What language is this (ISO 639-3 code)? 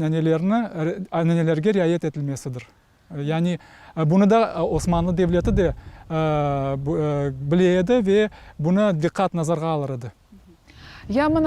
crh